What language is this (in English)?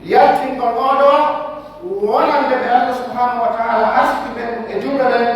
Pular